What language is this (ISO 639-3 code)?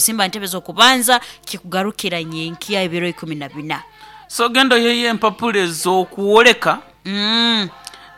nyn